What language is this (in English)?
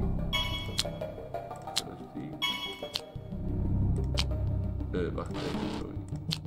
Dutch